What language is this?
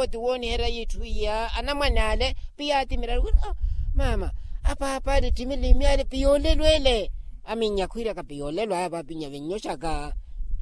Makhuwa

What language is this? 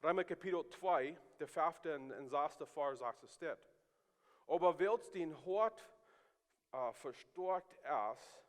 Plautdietsch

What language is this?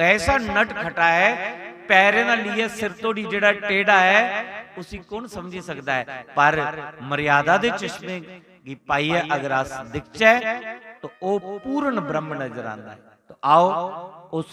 Dogri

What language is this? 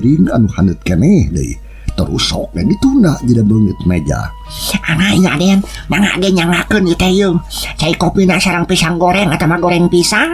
Sundanese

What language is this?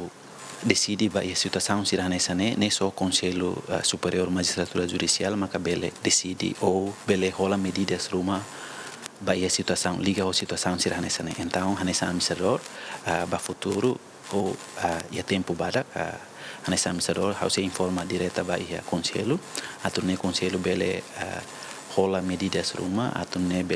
Tetum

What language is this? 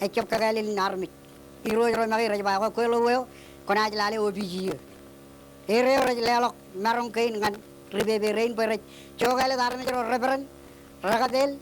Marshallese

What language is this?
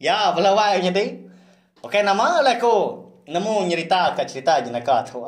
Iban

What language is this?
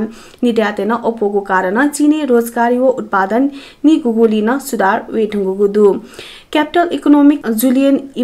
Newari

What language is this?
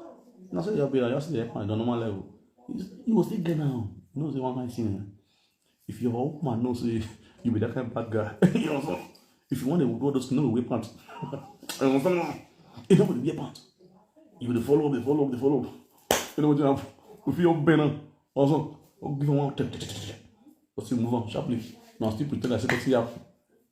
Nigerian Pidgin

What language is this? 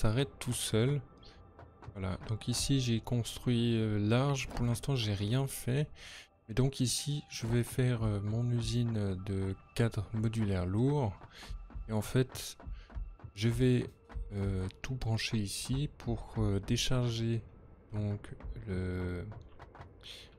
French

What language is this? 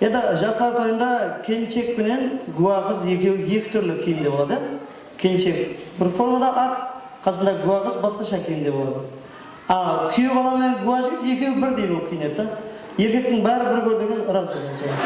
Kara-Kalpak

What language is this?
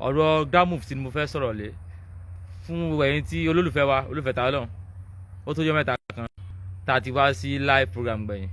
Yoruba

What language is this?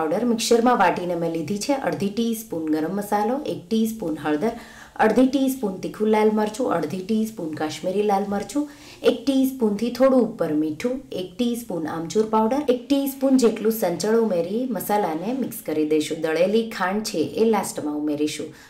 Gujarati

